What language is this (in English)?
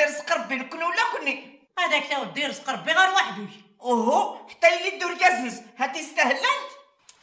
Tachelhit